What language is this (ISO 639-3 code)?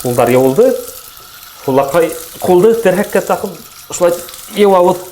bak